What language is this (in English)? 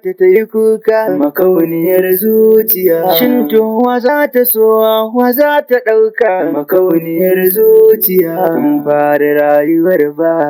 Hausa